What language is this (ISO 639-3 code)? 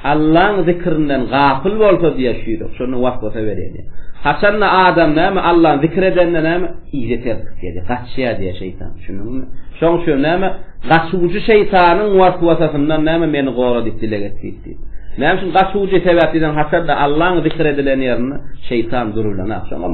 tuk